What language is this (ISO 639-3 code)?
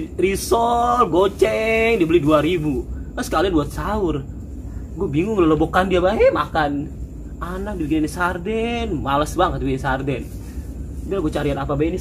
bew